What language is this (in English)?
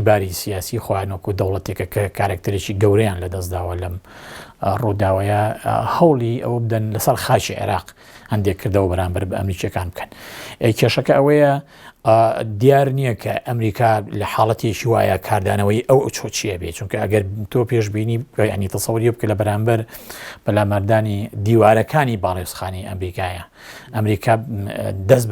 Central Kurdish